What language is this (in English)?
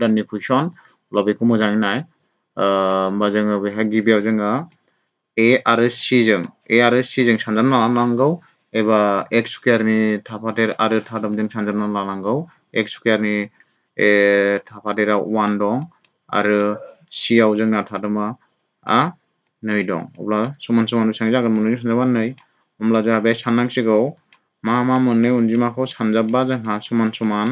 Bodo